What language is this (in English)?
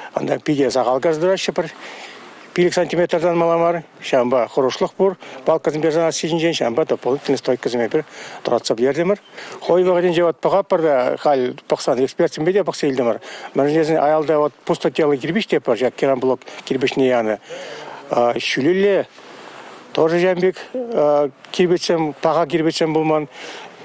Chuvash